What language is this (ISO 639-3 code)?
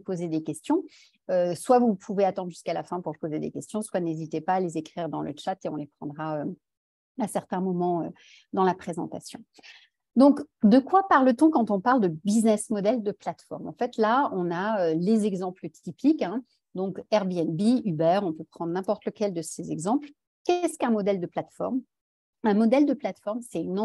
fra